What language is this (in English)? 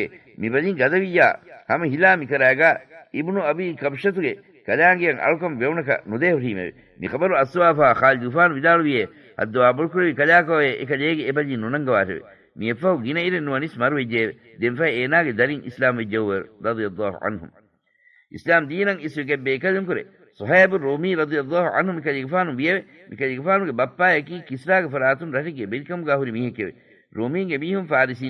Divehi